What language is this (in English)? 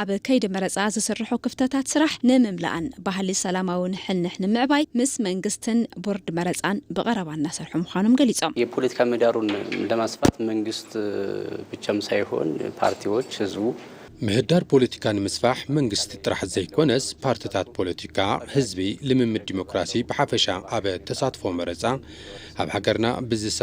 Tigrinya